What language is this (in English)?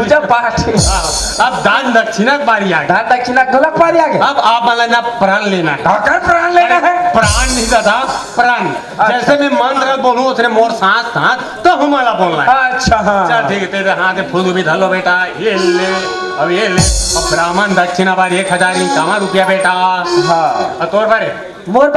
Chhattisgarhi